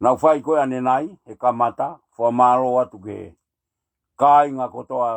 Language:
Tongan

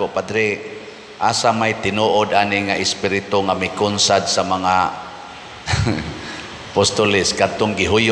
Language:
Cebuano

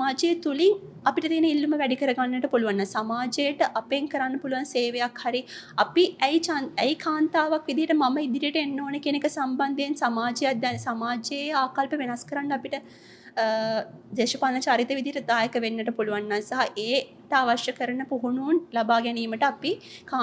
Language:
Sinhala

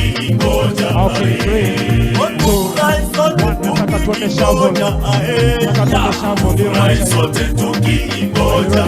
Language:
Gusii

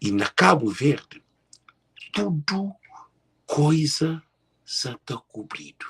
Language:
Kabuverdianu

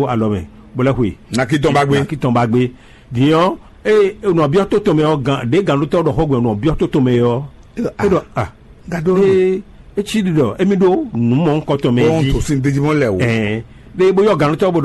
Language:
Fon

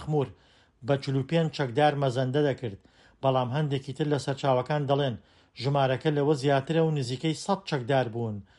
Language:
Central Kurdish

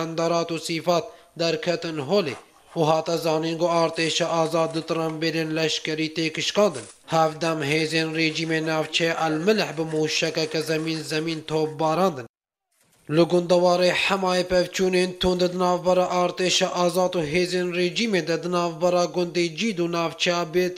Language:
Kurdish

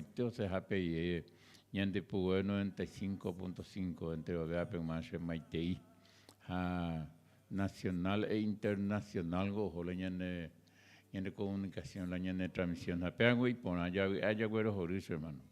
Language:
Guarani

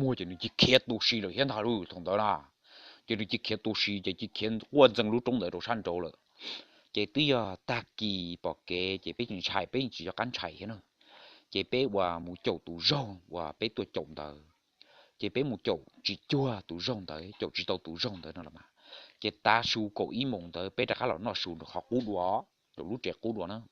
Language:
Hmong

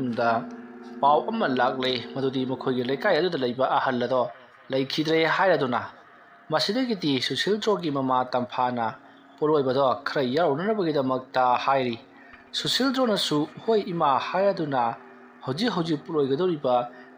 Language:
Manipuri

